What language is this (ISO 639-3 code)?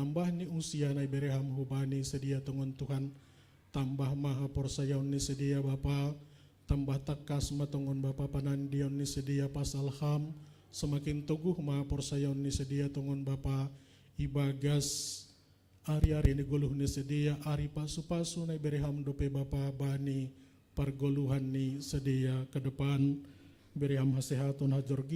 bts